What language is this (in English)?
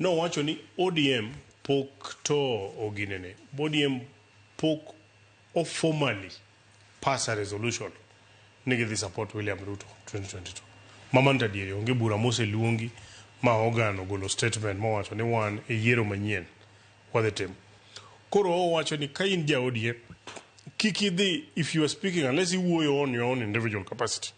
Luo (Kenya and Tanzania)